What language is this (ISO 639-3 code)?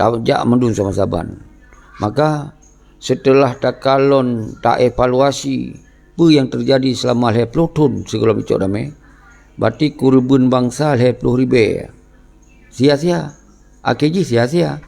ace